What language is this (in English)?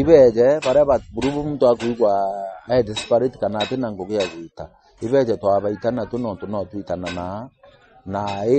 Meru